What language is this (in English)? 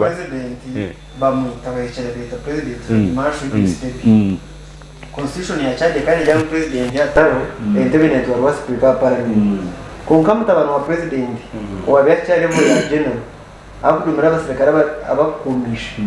Nyankole